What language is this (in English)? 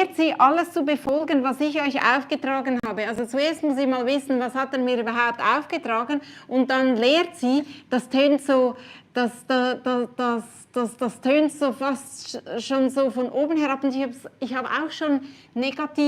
Swiss German